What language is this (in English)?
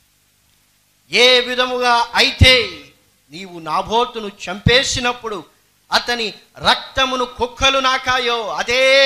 Telugu